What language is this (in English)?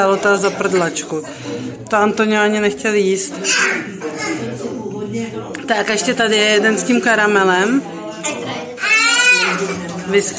Czech